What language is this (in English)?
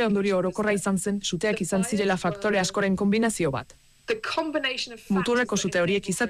Basque